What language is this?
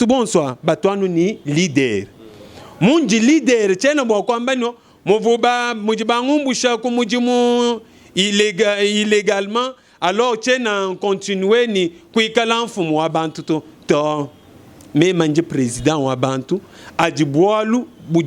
Luba-Lulua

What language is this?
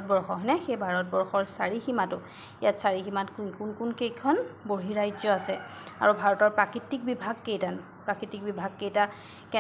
Assamese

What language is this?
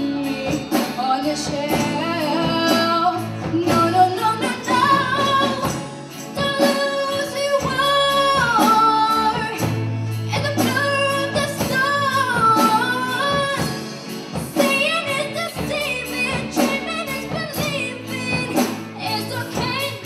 English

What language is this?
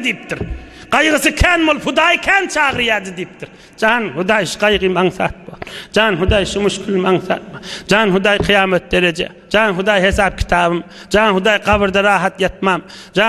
Turkmen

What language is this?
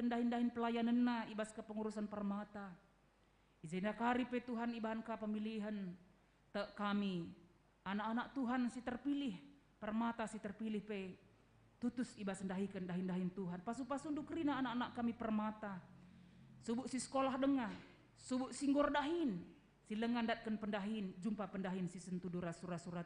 Batak Karo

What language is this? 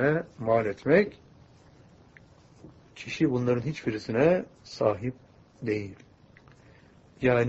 Turkish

